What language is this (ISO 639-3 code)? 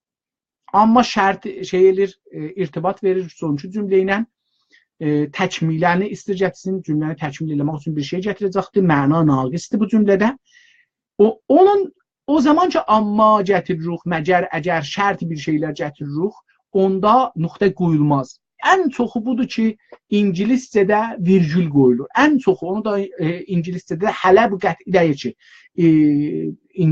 azb